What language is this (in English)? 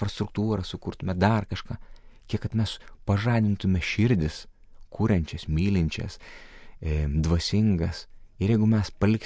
Lithuanian